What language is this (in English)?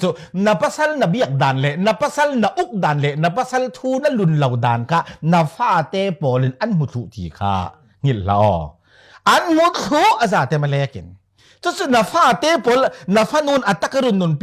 Falam Chin